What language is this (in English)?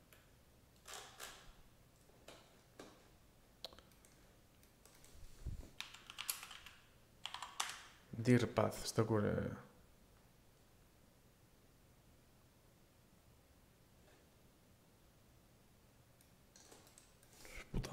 Basque